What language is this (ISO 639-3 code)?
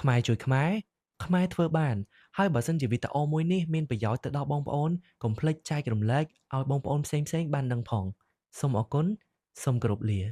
khm